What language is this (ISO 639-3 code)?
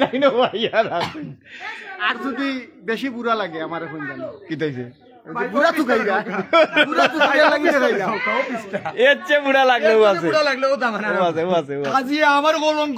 syl